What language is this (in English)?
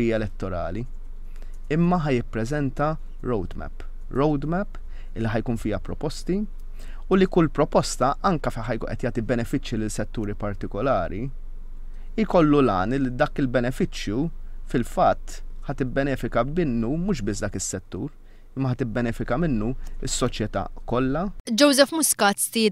Maltese